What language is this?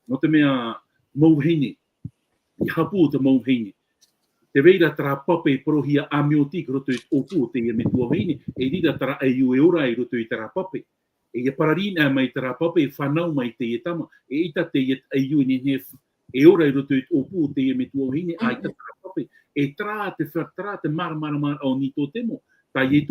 Tahitian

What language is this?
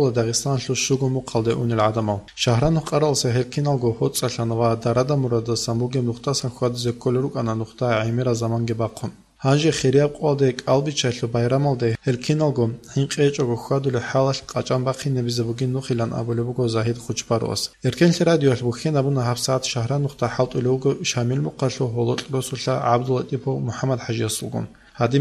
Avaric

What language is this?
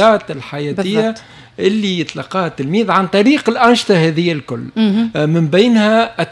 Tunisian Arabic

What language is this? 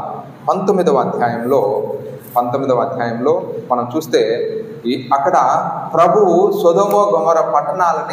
Telugu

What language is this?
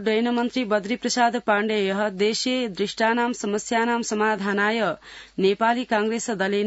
Sanskrit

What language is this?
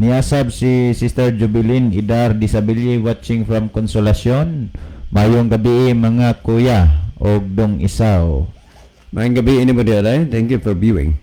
Cebuano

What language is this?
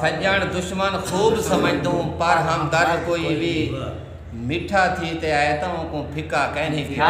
Saraiki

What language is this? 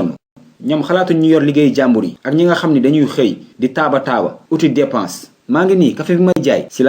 Wolof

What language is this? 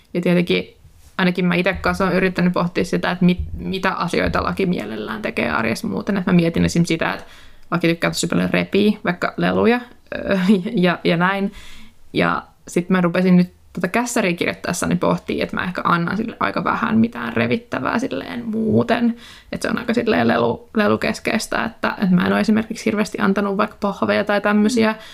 Finnish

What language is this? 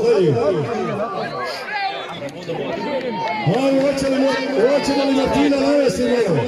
Croatian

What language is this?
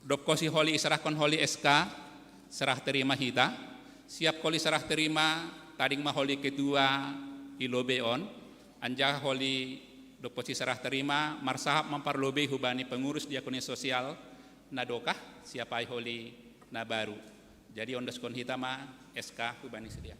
Batak Simalungun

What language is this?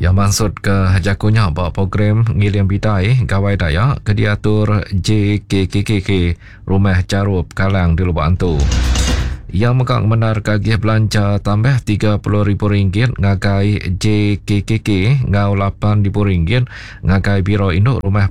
Iban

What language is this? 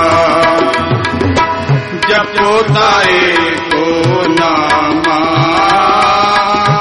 Punjabi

